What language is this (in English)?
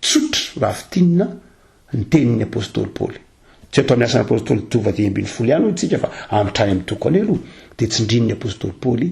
Malagasy